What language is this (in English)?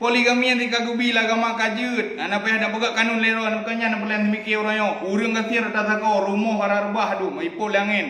Achinese